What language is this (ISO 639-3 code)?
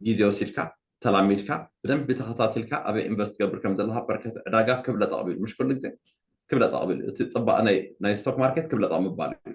tir